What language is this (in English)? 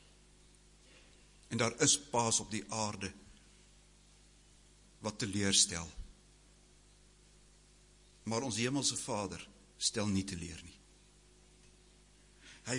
Afrikaans